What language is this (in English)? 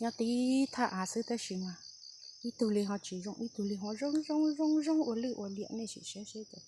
Hmong